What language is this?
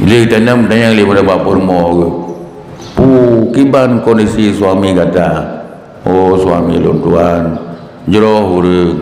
Achinese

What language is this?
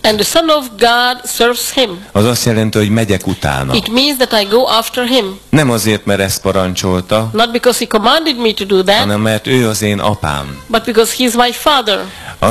Hungarian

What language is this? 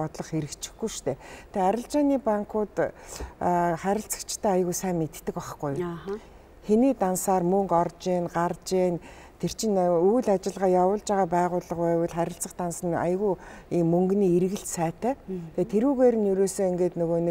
Mongolian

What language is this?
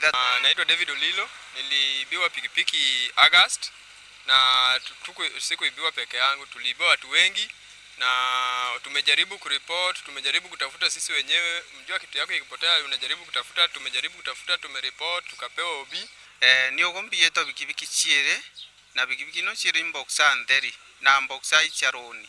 Meru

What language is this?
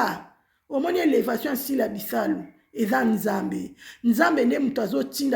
Lingala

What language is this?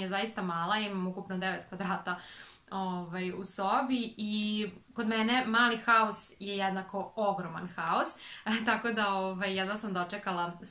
Serbian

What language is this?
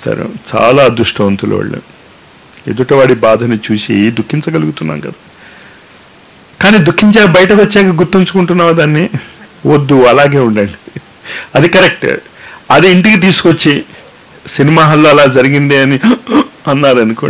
Telugu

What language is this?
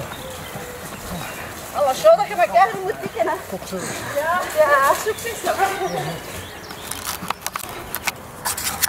Dutch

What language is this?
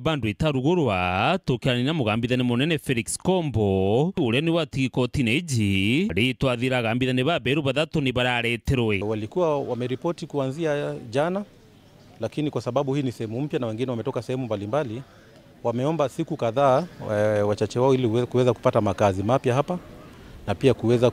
Meru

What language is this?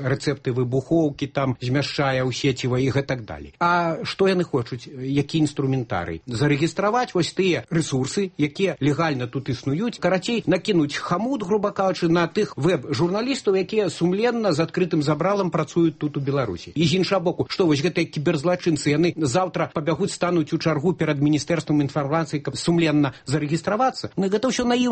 Belarusian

